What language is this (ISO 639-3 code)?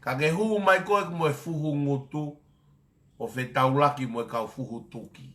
ton